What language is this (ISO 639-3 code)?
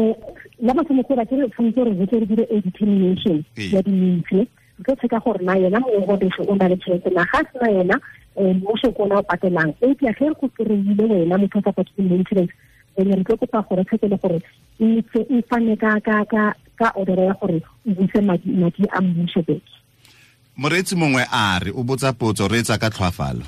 tsn